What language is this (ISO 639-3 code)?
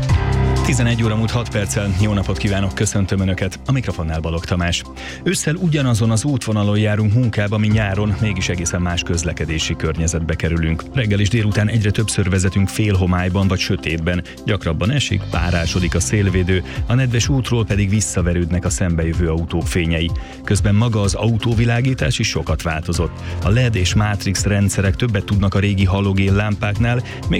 hun